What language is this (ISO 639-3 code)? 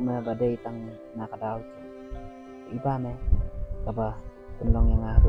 kha